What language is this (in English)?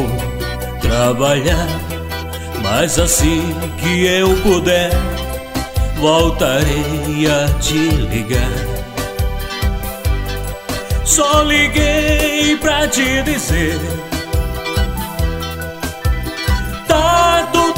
Portuguese